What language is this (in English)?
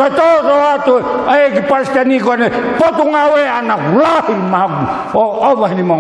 Tongan